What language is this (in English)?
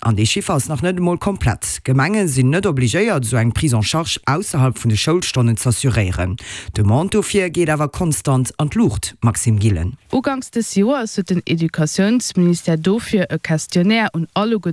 Luxembourgish